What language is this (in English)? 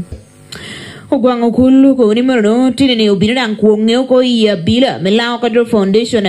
Lango (Uganda)